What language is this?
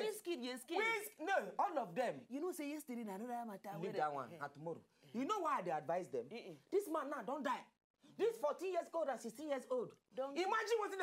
Nigerian Pidgin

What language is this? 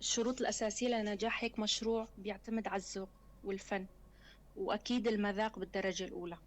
North Levantine Arabic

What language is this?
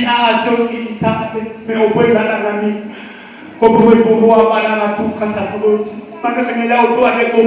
Nias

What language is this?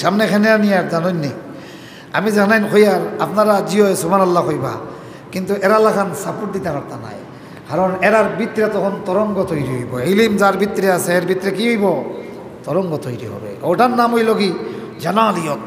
Sylheti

